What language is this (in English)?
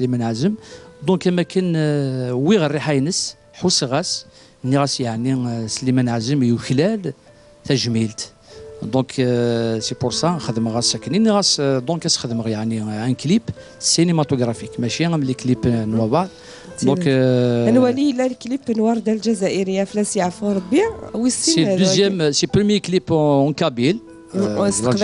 Kabyle